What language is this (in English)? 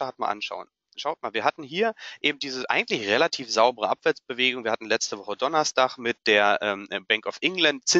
German